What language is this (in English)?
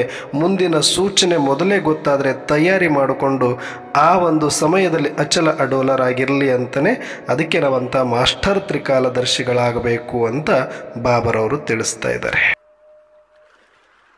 Kannada